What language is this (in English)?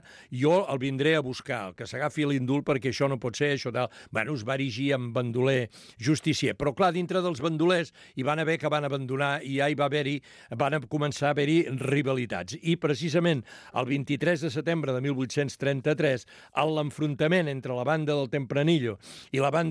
Catalan